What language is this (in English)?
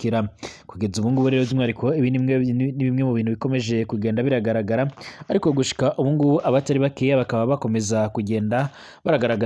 Rundi